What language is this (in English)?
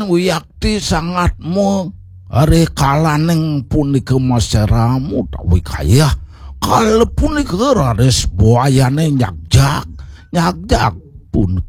Balinese